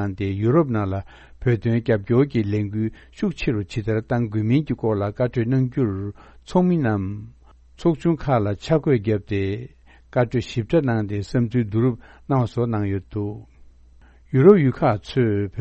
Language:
Tibetan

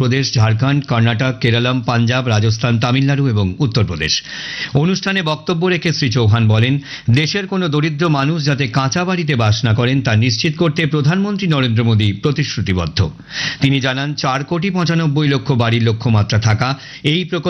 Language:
Bangla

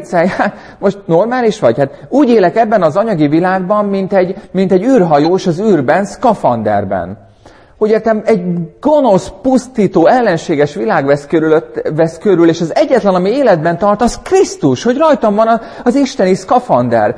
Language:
Hungarian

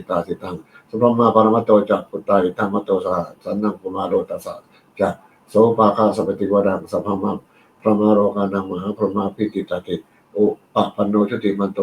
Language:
Pali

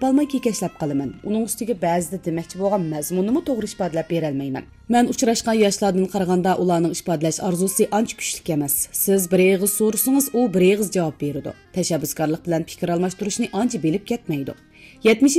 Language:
Uyghur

